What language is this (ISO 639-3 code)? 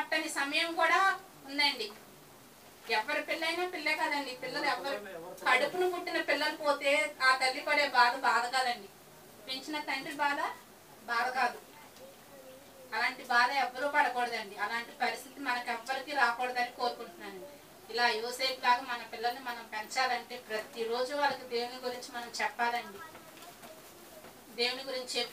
tel